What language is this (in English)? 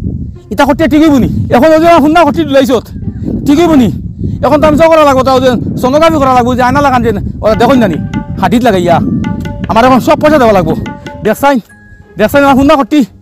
Sylheti